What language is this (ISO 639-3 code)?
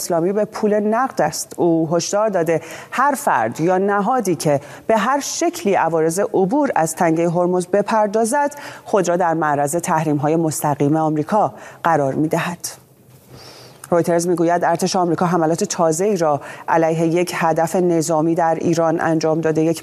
fas